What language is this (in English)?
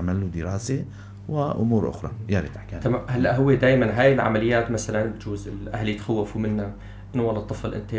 North Levantine Arabic